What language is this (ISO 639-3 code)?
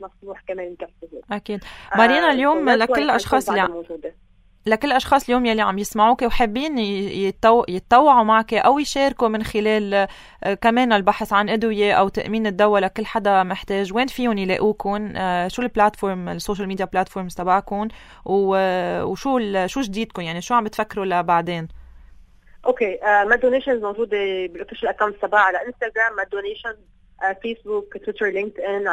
apc